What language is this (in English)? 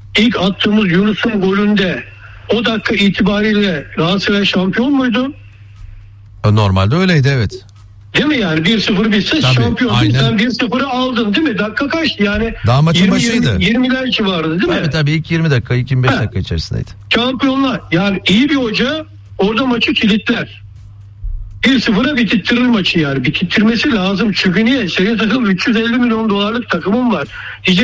Turkish